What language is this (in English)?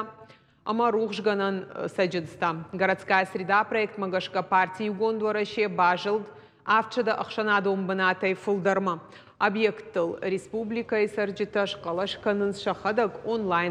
Ossetic